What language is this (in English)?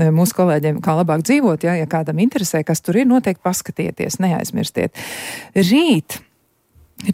Latvian